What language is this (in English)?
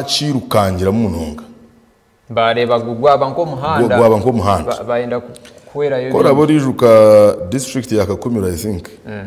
Nyankole